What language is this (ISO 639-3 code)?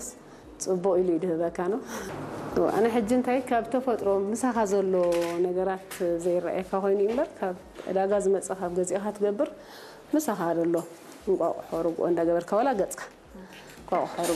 tir